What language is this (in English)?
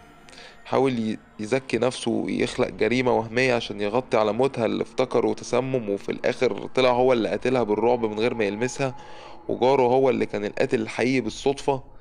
Egyptian Arabic